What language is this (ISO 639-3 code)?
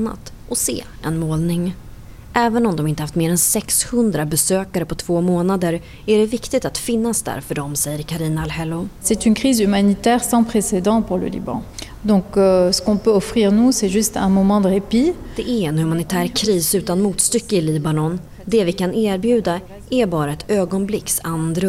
swe